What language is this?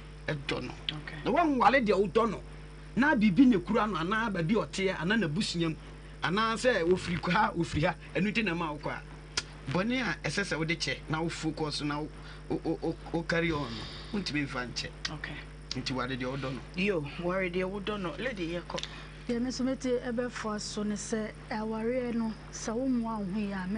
Akan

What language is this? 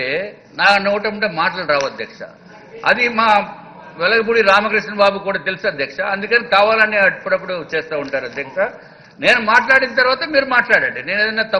Telugu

